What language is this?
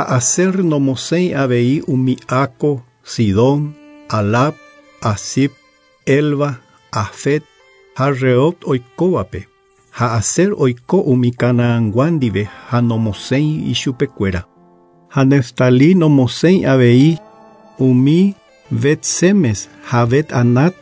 Guarani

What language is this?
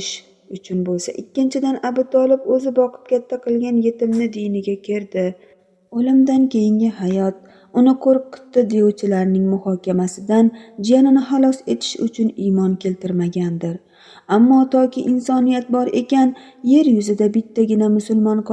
Uzbek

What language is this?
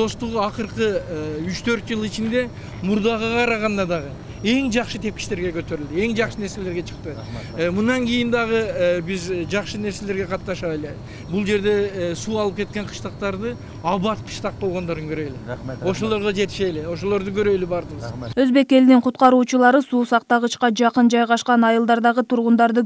Kyrgyz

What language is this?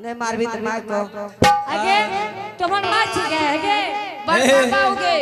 Angika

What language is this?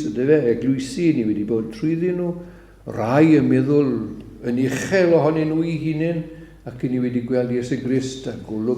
Welsh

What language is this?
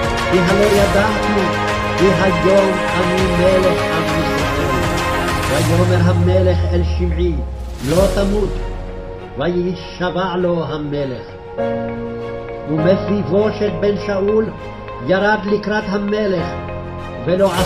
Hebrew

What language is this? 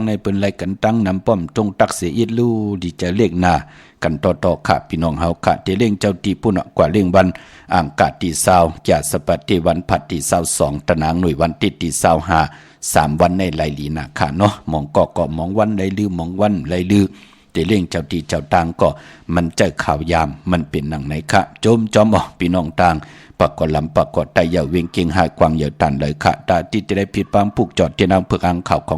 Shan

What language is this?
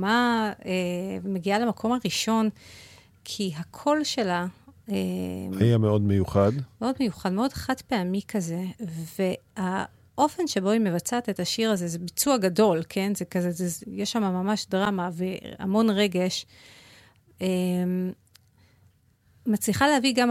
Hebrew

